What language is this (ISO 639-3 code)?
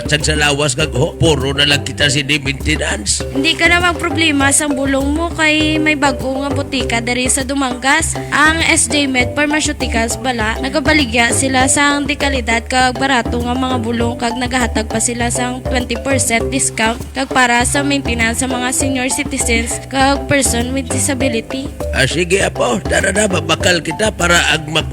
hil